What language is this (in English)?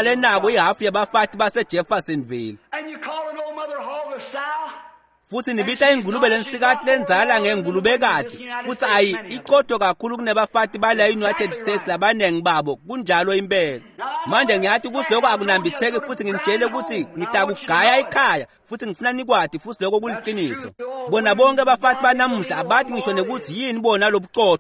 Swati